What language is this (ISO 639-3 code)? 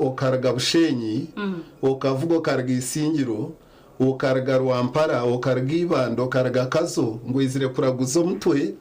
nyn